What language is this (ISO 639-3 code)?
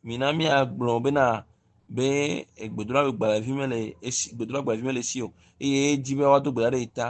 ewe